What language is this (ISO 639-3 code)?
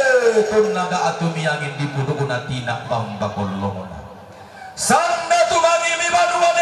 sda